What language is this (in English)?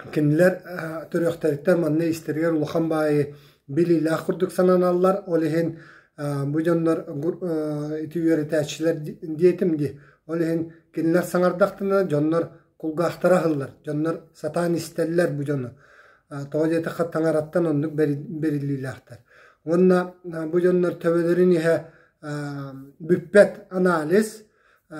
Yakut